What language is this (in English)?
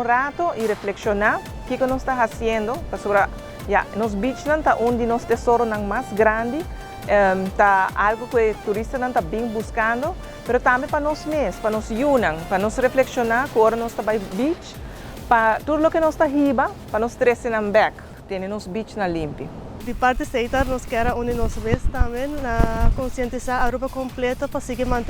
Papiamento